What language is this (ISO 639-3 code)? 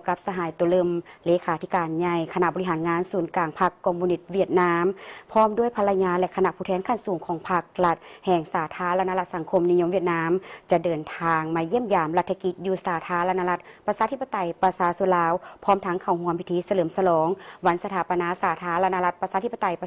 lao